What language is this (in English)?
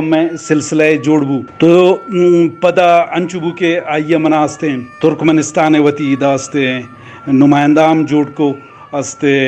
Eastern Balochi